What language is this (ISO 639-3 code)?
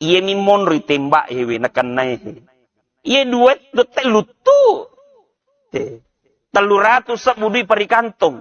bug